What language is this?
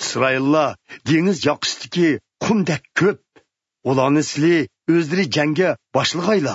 Uyghur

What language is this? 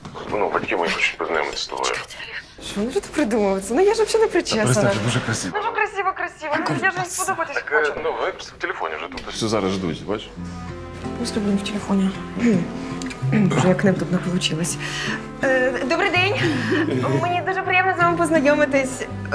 Ukrainian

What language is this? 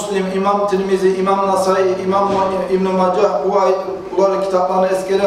Kumyk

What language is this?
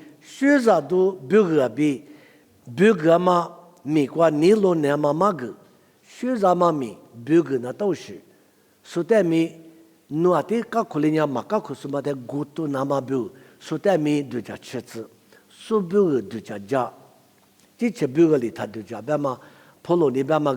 Lisu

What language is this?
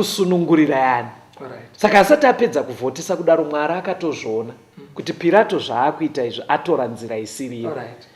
Shona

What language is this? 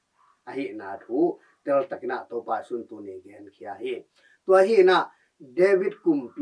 Tedim Chin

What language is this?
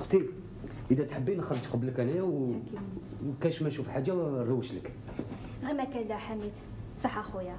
Algerian Arabic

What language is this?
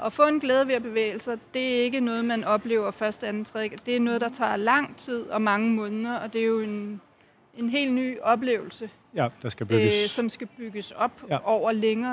Danish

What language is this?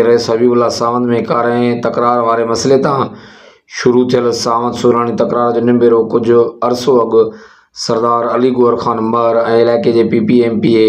Sindhi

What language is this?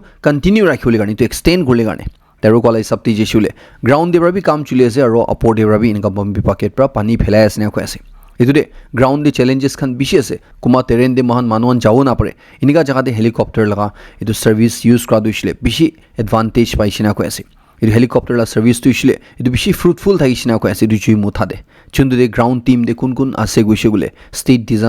Naga Pidgin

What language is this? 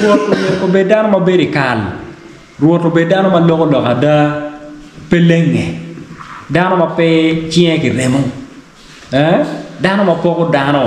Acoli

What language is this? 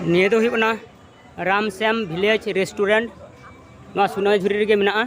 Santali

